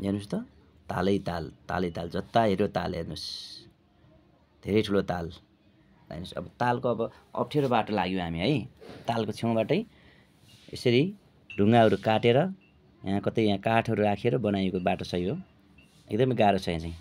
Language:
Nepali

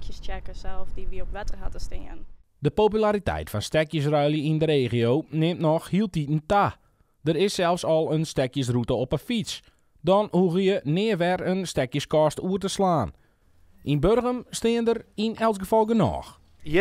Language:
Western Frisian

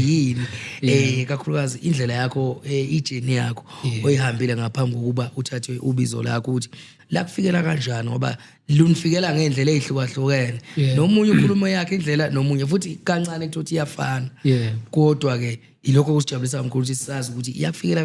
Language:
Zulu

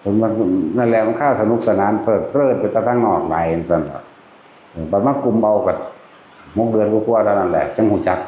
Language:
Northeastern Thai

